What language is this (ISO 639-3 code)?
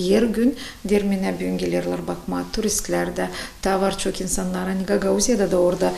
gag